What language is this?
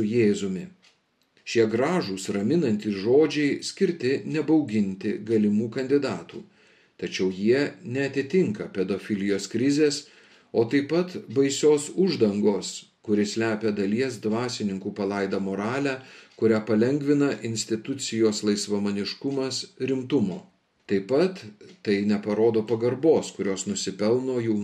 Lithuanian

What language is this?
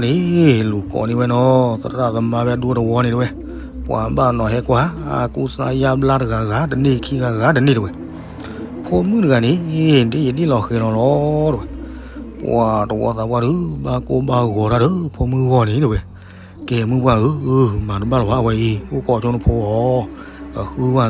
S'gaw Karen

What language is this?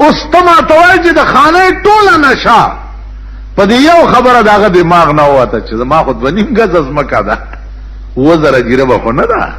Pashto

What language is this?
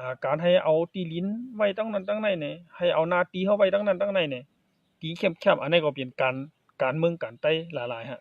Shan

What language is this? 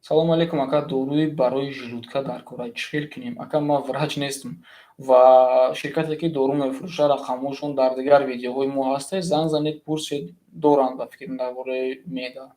Tajik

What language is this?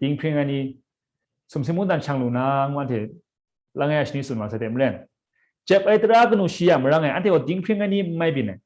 Kachin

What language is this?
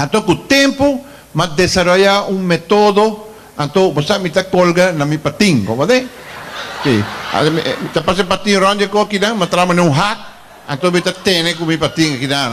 Papiamento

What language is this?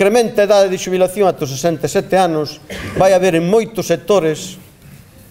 Galician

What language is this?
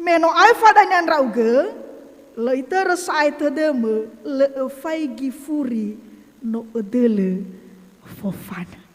Nias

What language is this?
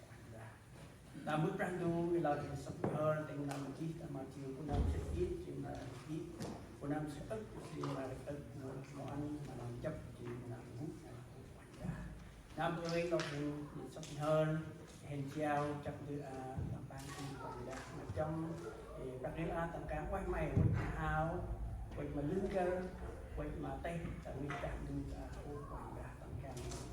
Central Mnong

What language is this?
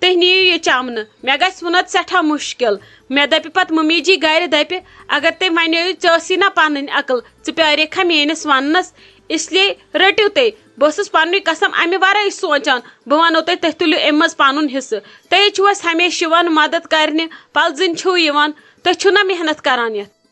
Kashmiri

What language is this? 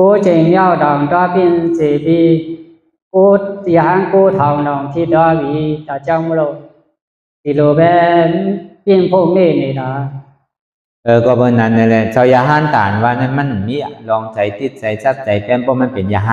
Shan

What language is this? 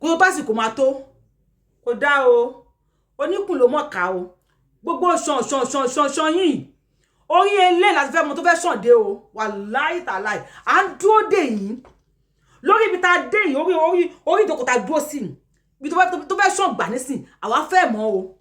Yoruba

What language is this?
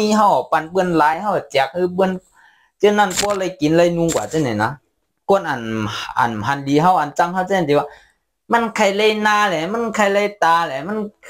Shan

